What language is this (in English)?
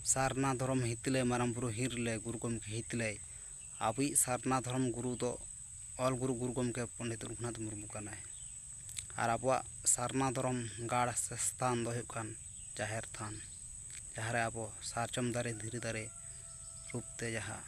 Santali